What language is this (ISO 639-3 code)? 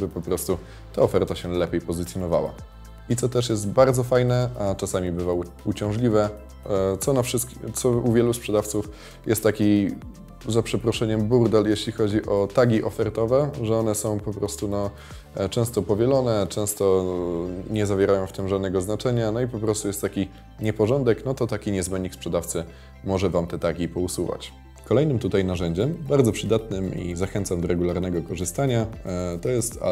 pol